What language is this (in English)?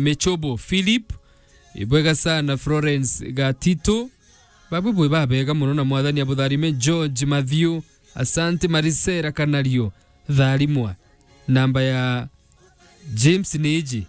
Meru